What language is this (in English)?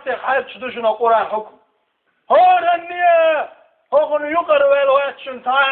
Chechen